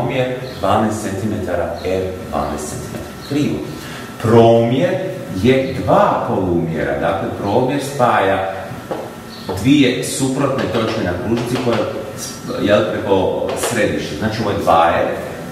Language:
Croatian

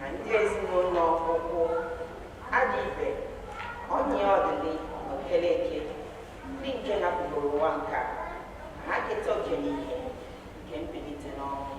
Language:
Igbo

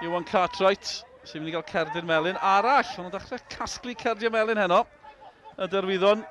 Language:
Welsh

